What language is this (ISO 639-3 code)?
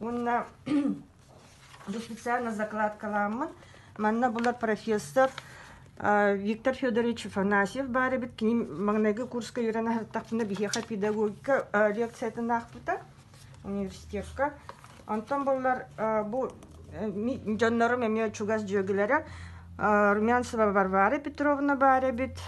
sah